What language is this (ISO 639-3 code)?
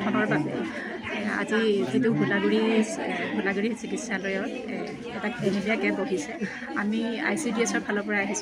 asm